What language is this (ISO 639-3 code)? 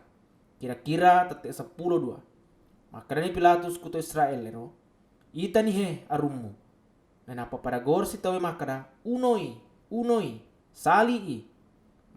bug